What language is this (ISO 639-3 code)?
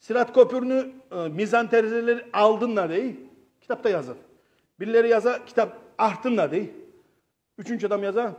kum